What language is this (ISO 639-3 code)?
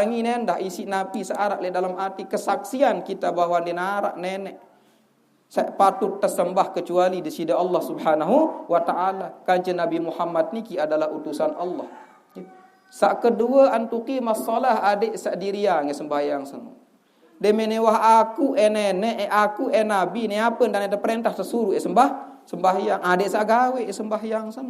sas